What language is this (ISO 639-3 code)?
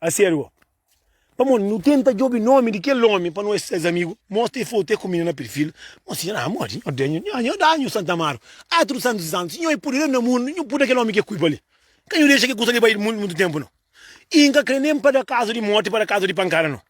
kea